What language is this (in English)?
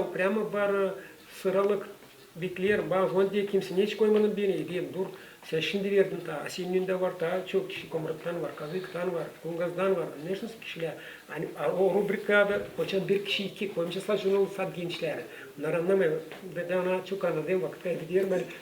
Gagauz